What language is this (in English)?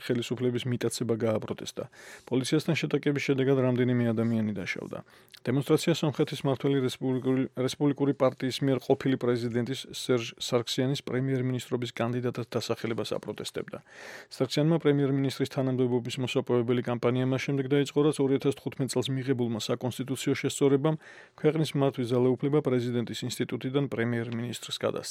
Georgian